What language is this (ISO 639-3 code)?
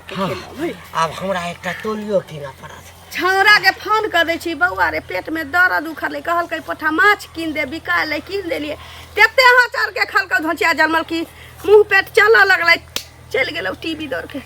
mai